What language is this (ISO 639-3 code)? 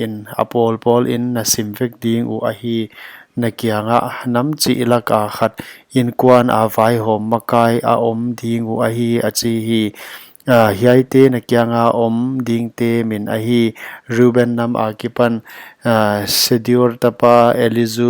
pck